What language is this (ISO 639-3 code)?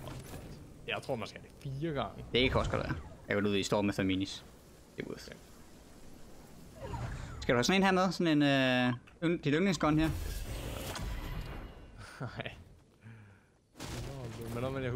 dan